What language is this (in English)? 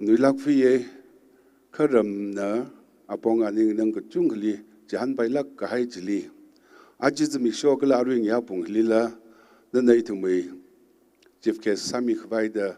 Tangkhul Naga (India)